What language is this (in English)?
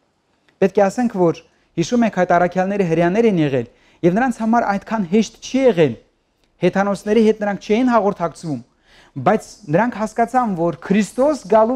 Armenian